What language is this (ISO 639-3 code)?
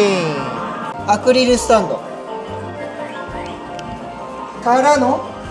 jpn